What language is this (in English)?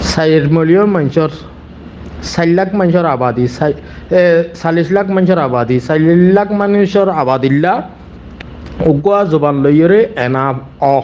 Rohingya